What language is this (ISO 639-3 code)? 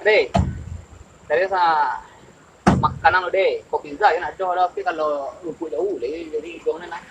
min